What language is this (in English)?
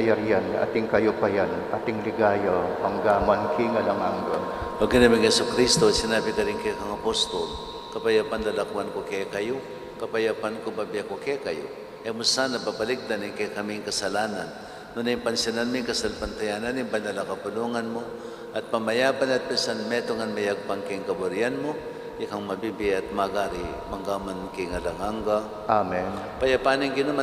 Pampanga